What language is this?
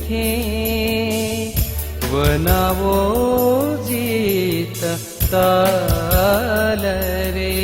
Newari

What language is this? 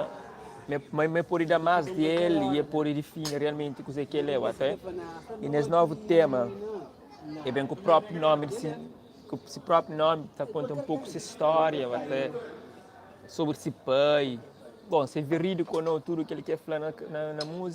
Kabuverdianu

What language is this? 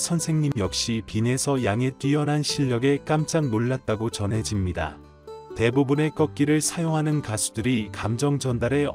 Korean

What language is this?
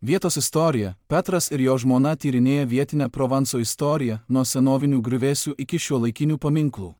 Lithuanian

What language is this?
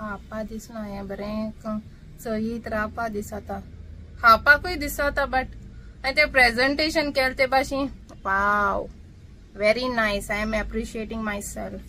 Konkani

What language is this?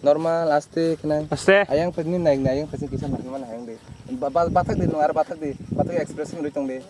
Kok Borok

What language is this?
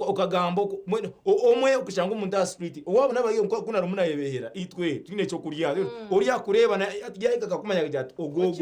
Nyankole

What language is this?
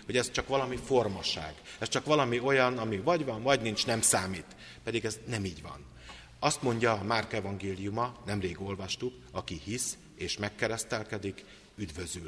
Hungarian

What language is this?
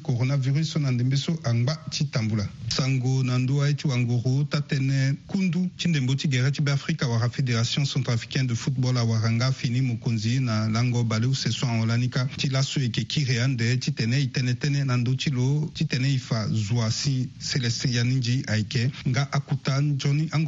Sango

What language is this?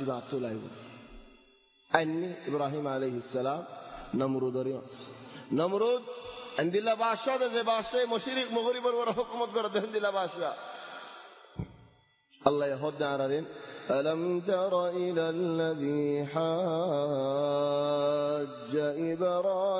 Bangla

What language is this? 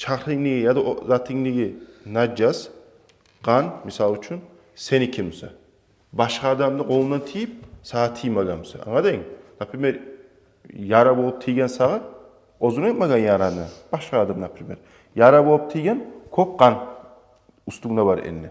Kumyk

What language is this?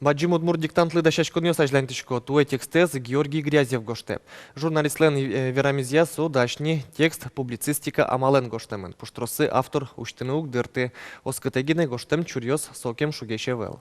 Udmurt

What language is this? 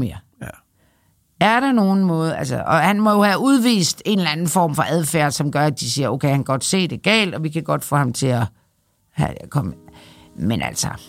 Danish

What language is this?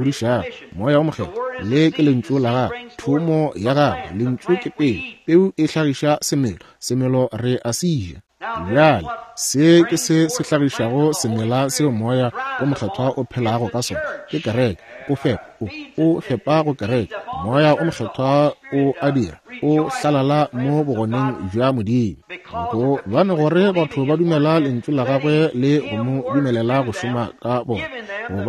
Northern Sotho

